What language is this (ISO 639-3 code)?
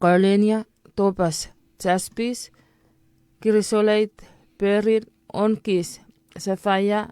chk